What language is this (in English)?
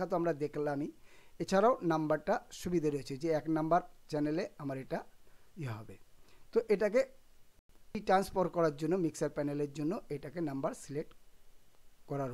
Bangla